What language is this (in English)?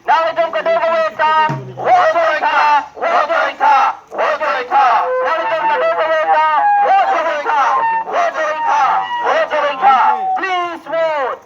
Karbi